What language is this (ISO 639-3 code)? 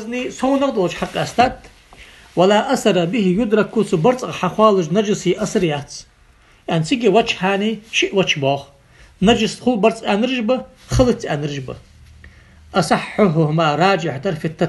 inh